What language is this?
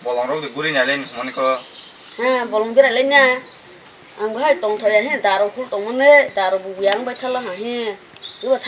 Kok Borok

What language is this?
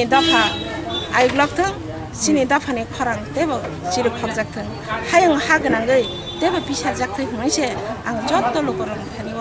Kok Borok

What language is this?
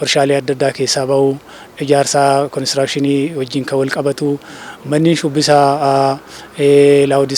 Oromo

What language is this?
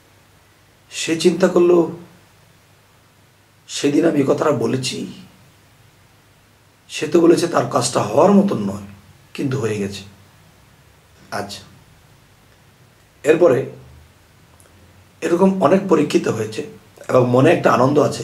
Bangla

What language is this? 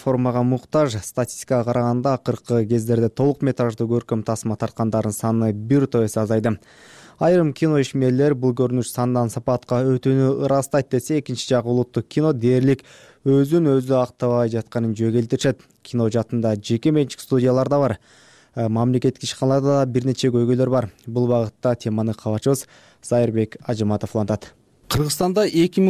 Kyrgyz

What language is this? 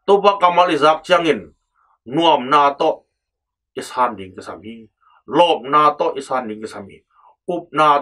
Tedim Chin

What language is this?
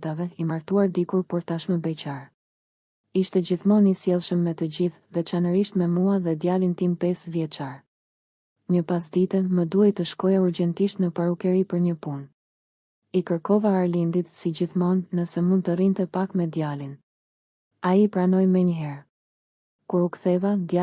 Albanian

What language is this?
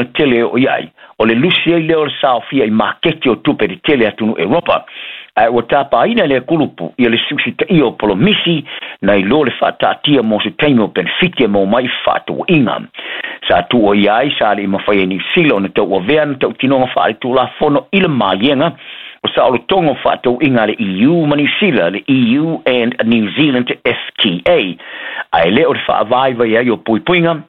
Samoan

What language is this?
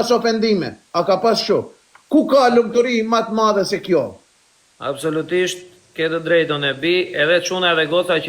Albanian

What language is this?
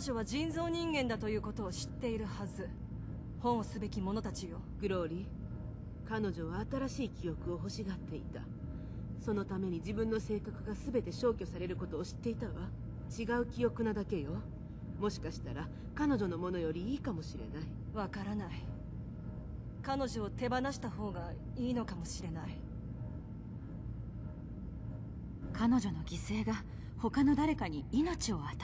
Japanese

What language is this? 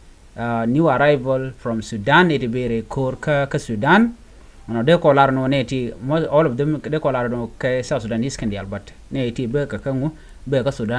Nuer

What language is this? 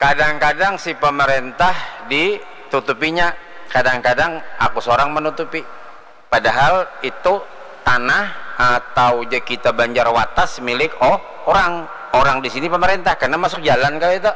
Banjar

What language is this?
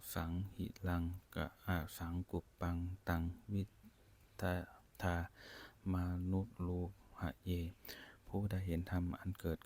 Pali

